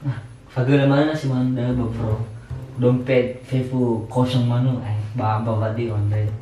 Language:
Nias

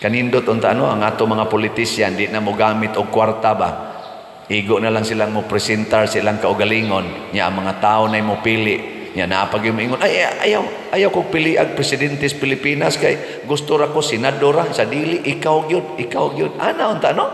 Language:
Cebuano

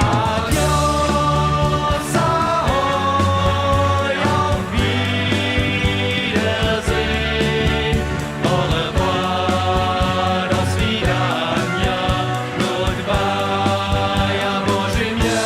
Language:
Upper Sorbian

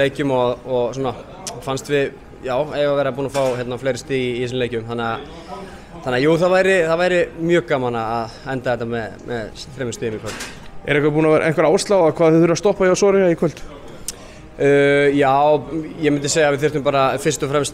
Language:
Icelandic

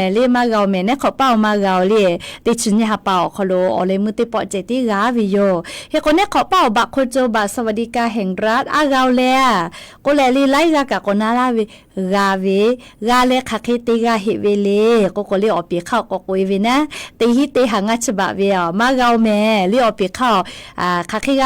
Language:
Lahu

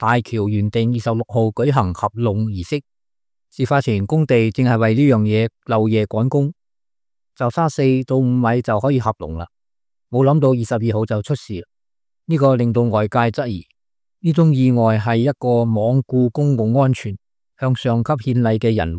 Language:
Cantonese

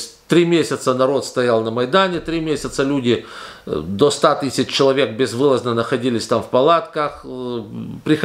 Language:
Russian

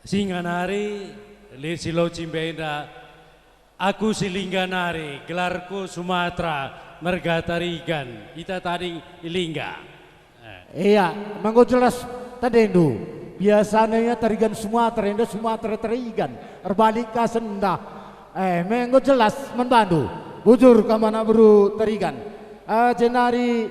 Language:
Batak Karo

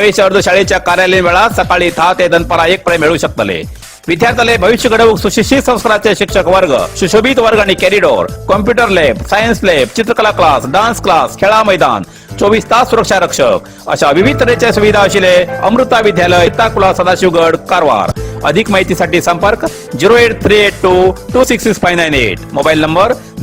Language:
Konkani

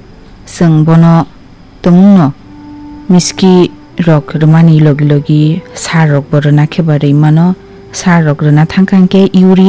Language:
Kok Borok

